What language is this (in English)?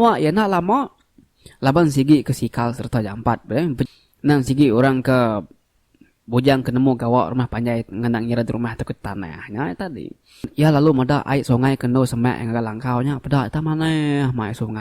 Iban